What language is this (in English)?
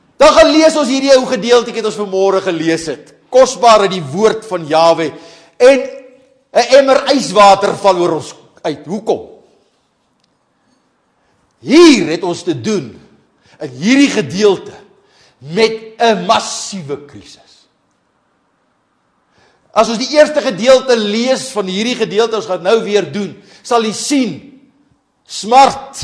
Afrikaans